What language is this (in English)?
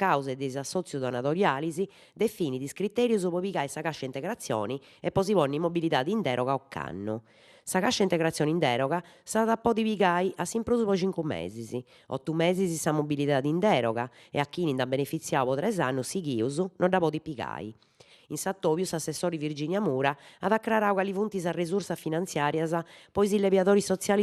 Sardinian